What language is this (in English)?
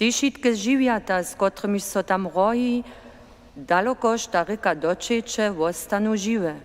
Upper Sorbian